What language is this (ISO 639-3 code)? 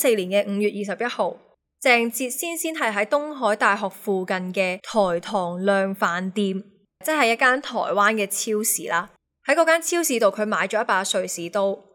yue